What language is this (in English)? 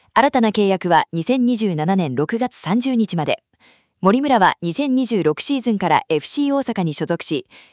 Japanese